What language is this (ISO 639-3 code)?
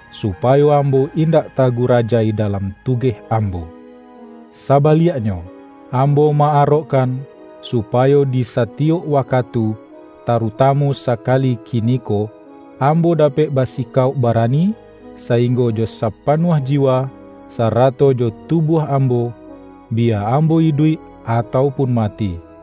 min